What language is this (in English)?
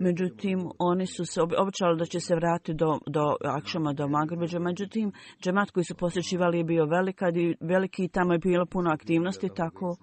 Bosnian